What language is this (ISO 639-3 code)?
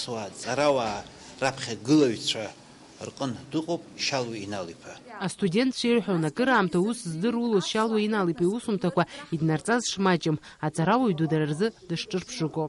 abk